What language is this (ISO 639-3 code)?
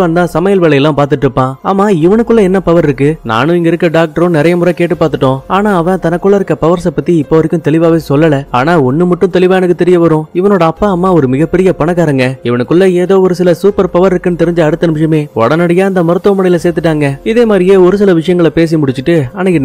tam